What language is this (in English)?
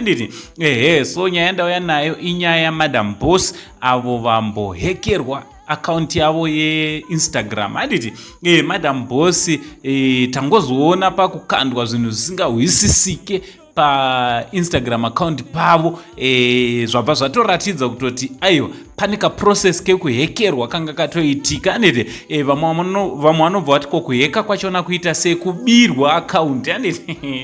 Shona